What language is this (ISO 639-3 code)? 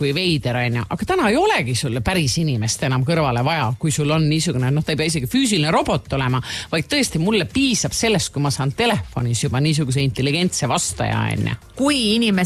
est